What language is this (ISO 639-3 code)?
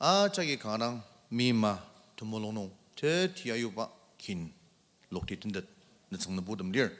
njo